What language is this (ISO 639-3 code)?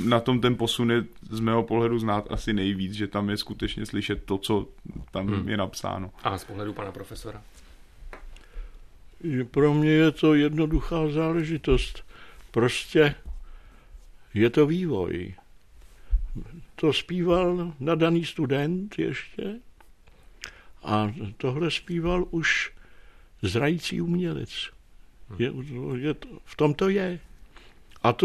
ces